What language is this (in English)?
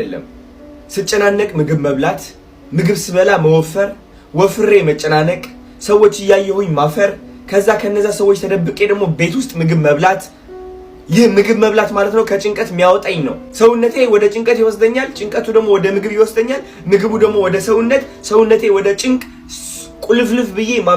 Amharic